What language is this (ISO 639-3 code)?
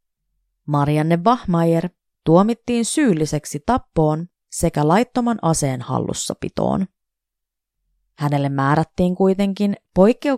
fin